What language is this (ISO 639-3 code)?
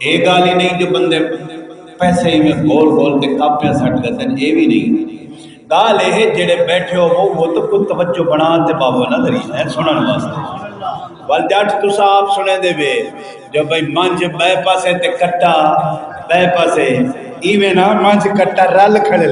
skr